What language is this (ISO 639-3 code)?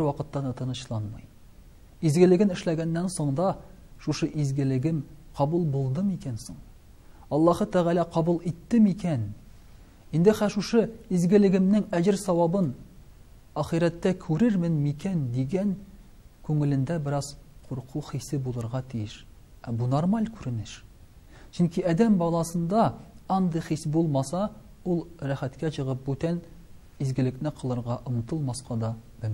tat